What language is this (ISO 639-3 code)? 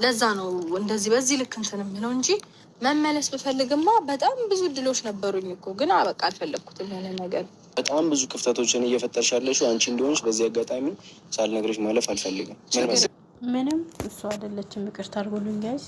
amh